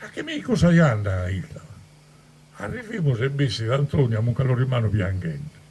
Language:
Sardinian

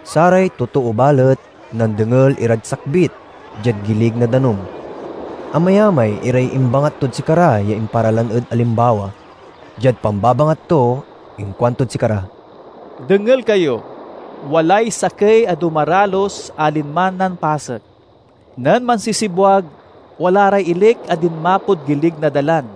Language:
Pangasinan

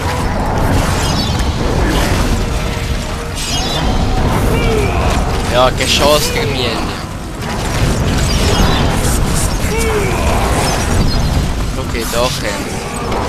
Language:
German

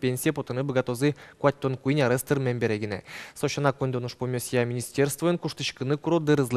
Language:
Udmurt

